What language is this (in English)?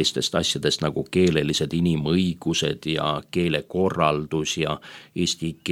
Estonian